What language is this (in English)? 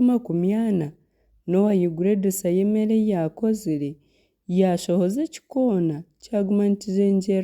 Nyankole